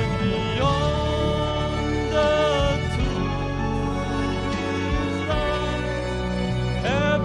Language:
Poumei Naga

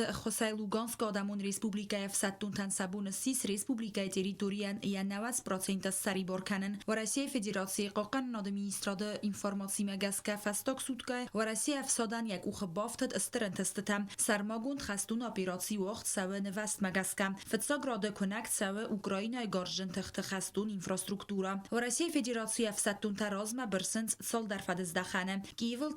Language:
Ossetic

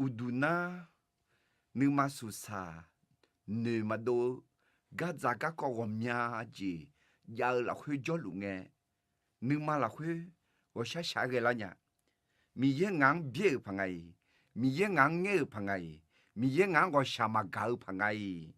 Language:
Akha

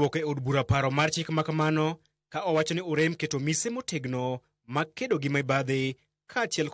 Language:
Luo (Kenya and Tanzania)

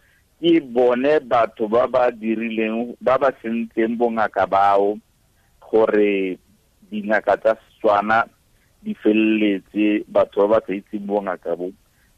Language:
Tswana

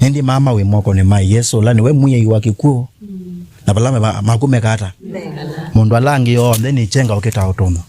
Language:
Kamba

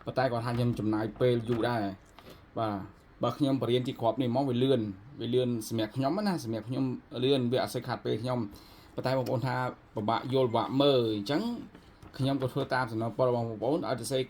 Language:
Khmer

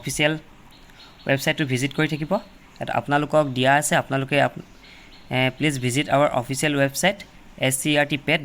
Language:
Assamese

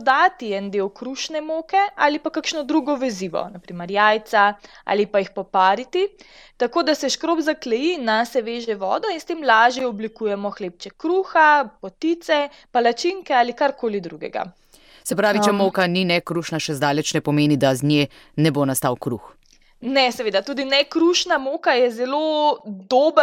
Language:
Slovenian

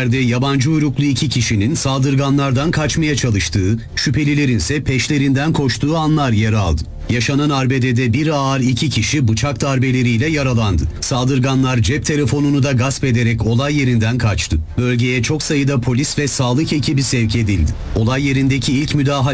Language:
Turkish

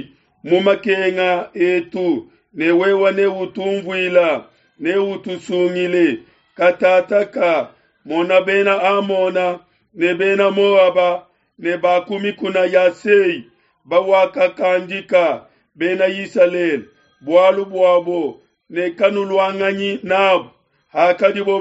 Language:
Luba-Lulua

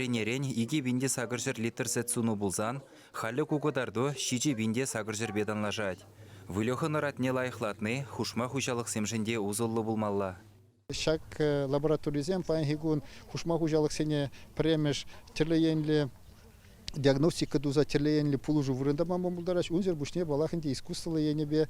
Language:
Chuvash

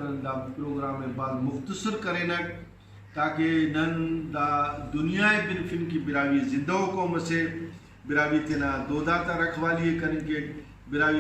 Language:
Brahui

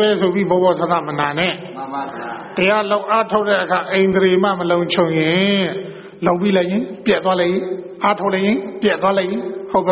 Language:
Burmese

